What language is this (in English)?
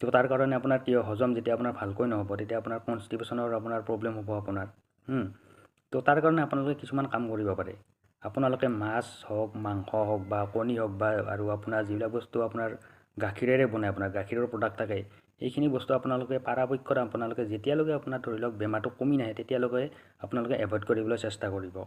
Assamese